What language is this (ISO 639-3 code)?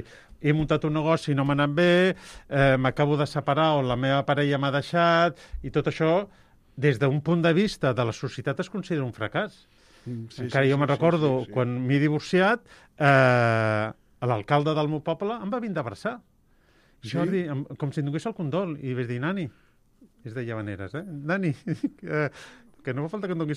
cat